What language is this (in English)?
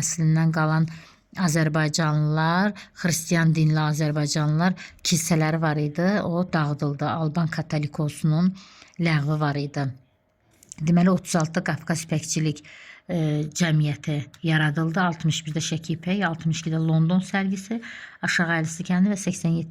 Azerbaijani